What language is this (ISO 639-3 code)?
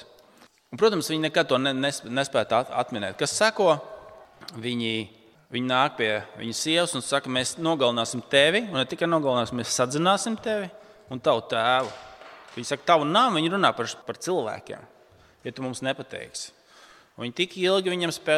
lav